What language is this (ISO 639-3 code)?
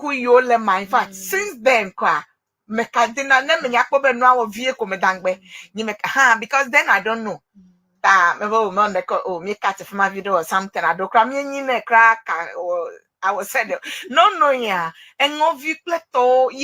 ewe